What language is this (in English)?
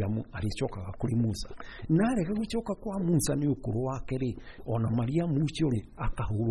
Kikuyu